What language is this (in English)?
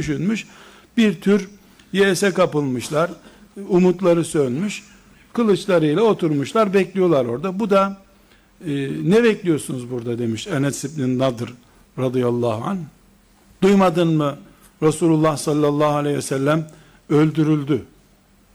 Turkish